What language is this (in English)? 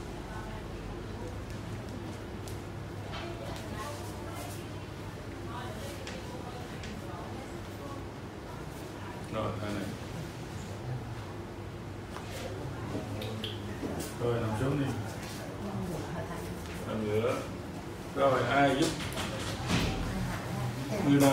Vietnamese